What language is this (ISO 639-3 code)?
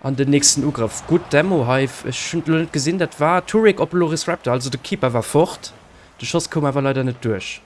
ltz